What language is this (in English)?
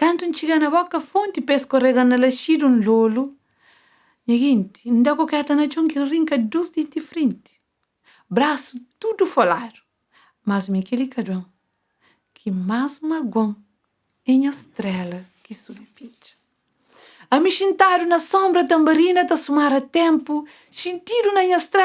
Kabuverdianu